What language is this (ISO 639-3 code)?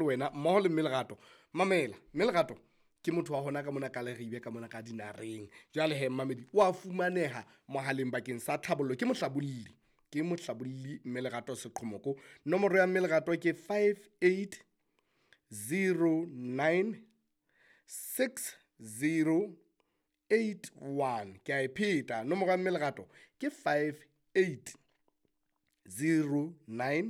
sot